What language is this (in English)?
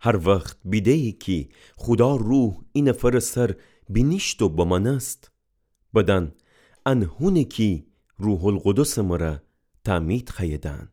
Gilaki